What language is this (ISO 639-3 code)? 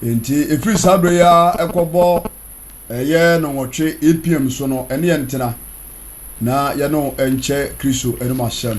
aka